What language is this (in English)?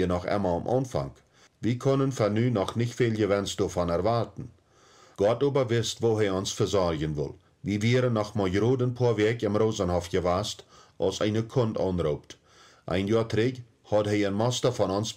Plautdietsch